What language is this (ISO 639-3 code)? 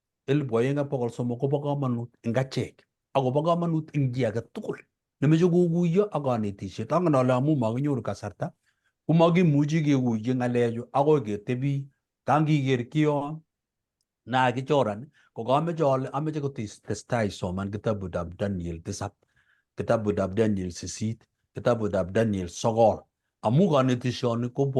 kln